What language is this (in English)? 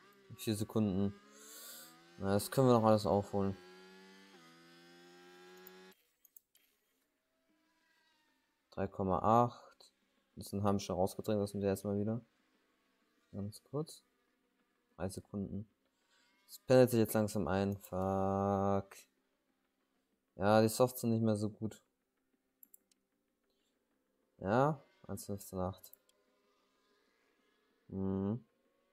German